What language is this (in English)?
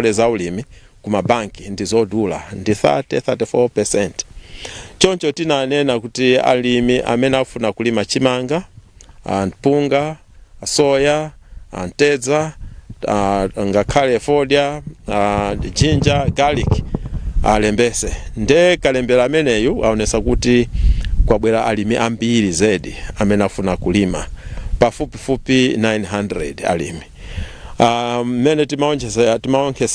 Nyanja